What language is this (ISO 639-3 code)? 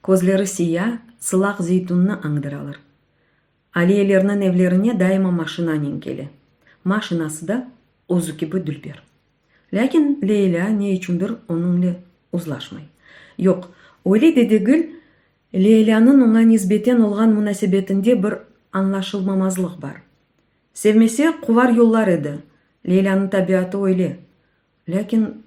crh